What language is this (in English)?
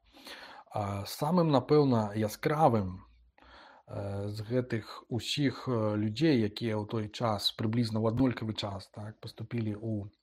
Belarusian